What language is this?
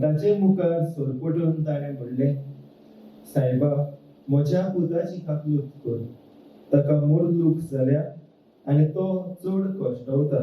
Konkani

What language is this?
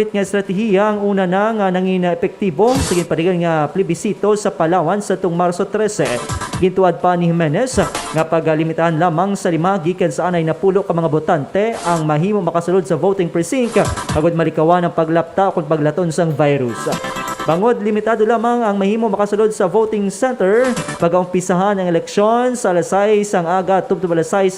Hiligaynon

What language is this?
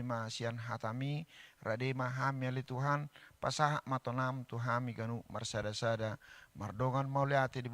Batak Toba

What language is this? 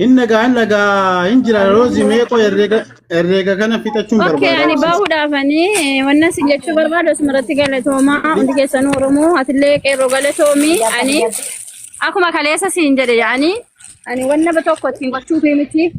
Oromo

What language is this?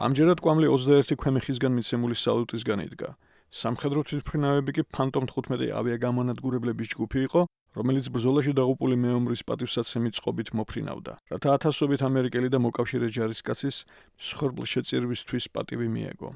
Georgian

